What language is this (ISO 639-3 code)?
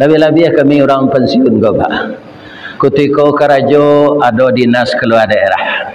min